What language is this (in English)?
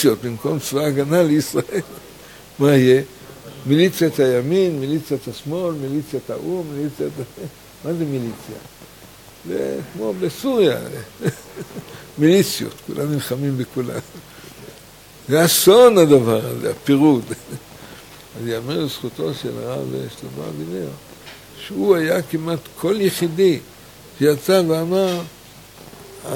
Hebrew